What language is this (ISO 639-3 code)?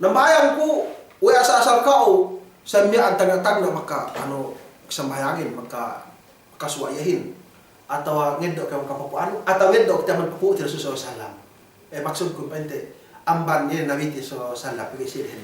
yka